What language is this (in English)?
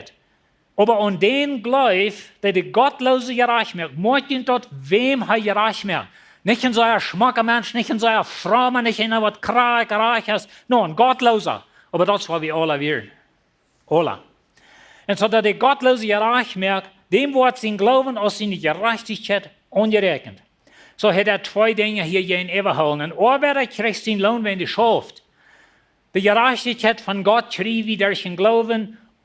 Plautdietsch